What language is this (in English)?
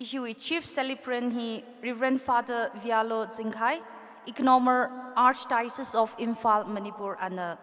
Tangkhul Naga (India)